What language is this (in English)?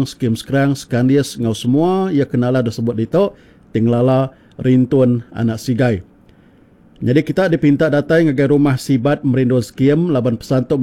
Iban